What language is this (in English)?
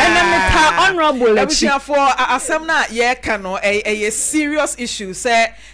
Akan